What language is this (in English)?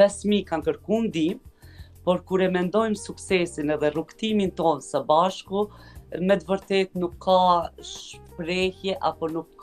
Albanian